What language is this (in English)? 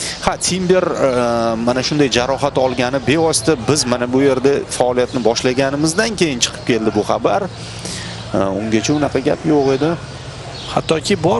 Uzbek